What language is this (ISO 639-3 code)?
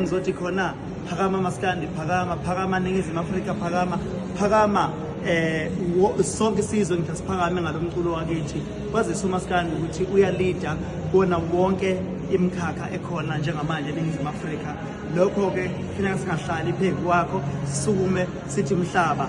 zul